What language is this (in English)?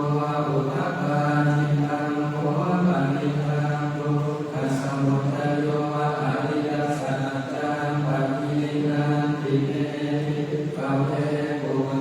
Pali